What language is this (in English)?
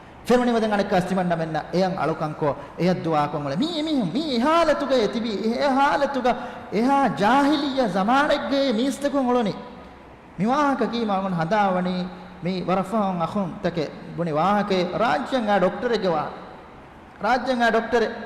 Divehi